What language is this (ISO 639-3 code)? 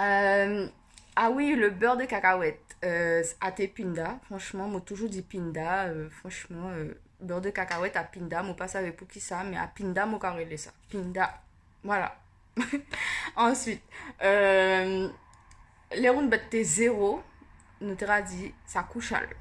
gcr